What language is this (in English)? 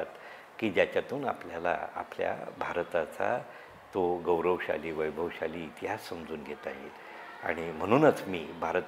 Marathi